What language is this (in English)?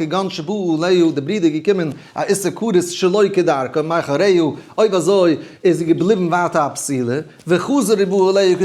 Yiddish